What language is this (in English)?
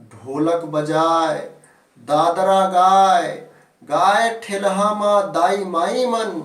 Chhattisgarhi